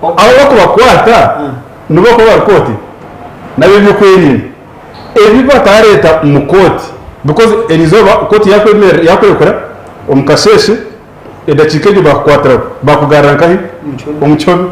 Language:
Nyankole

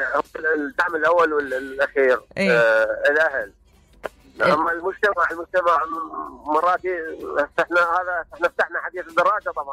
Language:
Mesopotamian Arabic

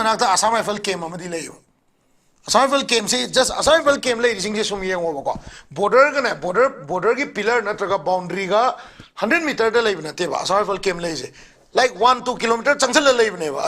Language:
Manipuri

